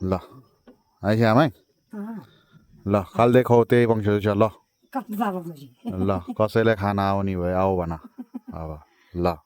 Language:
Nepali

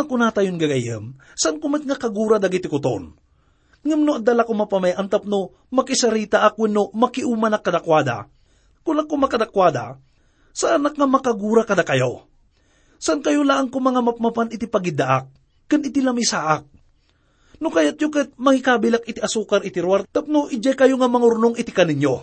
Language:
Iloko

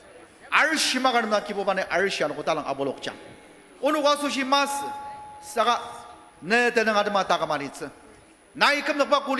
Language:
Ao Naga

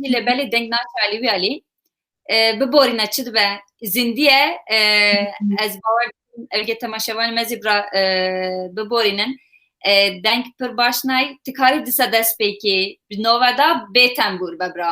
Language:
Kurdish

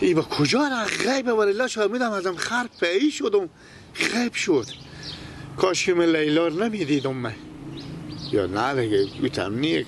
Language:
Persian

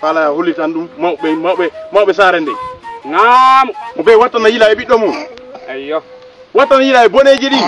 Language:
Fula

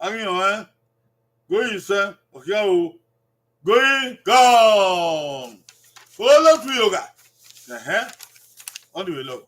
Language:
Bini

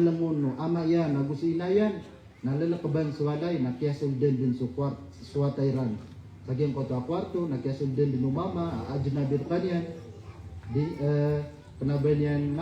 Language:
Maranao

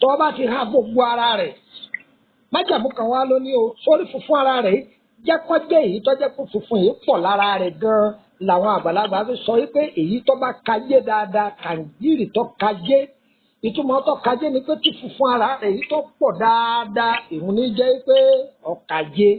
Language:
Yoruba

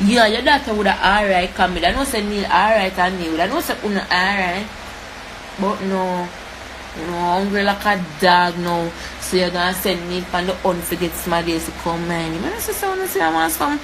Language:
Jamaican Creole English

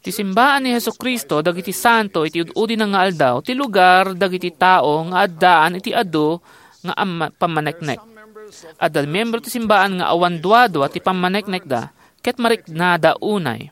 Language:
Iloko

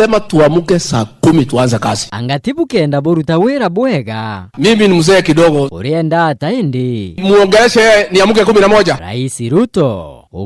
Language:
Meru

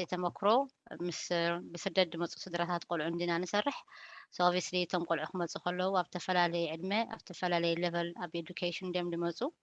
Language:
Tigrinya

